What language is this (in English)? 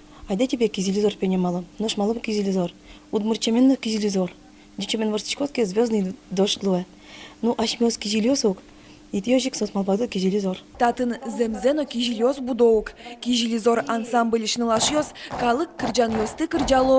Udmurt